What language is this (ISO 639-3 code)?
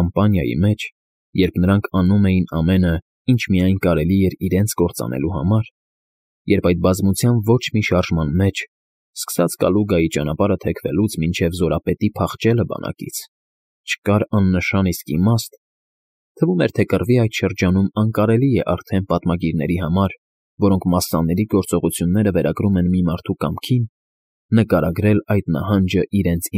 hye